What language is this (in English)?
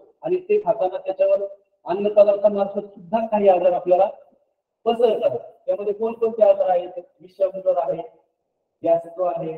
Marathi